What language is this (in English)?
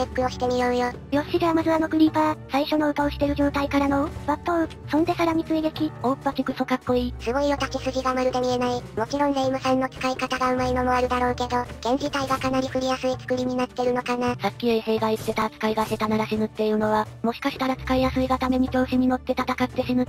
Japanese